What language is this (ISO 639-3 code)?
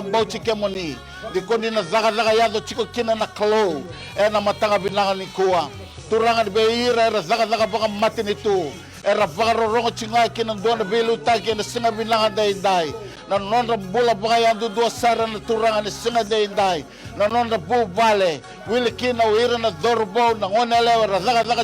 fij